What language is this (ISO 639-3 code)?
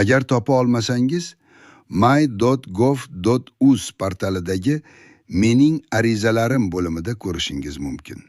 uzb